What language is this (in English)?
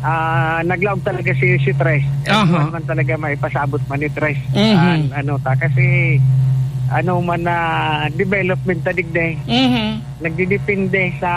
Bikol